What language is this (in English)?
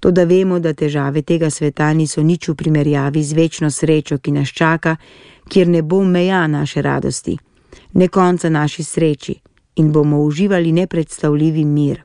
Slovenian